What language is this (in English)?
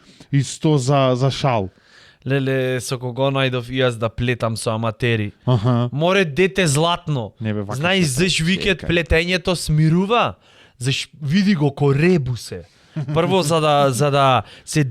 Macedonian